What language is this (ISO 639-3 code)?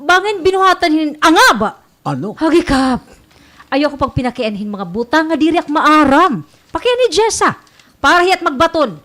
war